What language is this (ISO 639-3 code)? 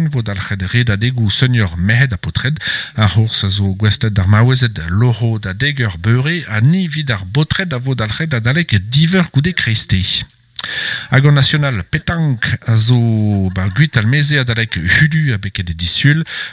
bre